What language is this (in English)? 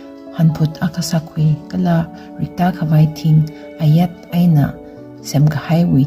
Tangkhul Naga (India)